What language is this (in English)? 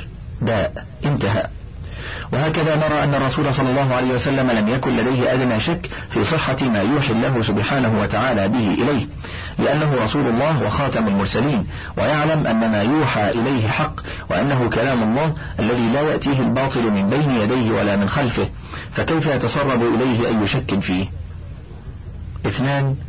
Arabic